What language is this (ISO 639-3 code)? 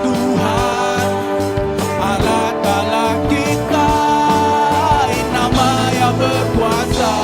iba